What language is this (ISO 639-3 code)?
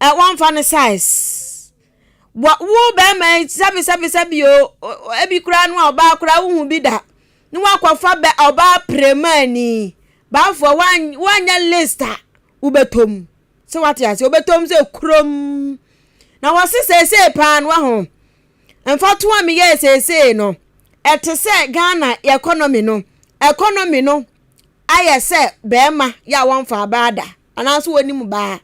aka